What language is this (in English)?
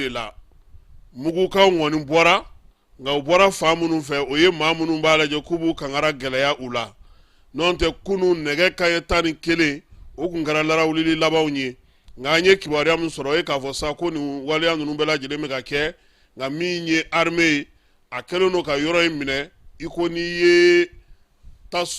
Bambara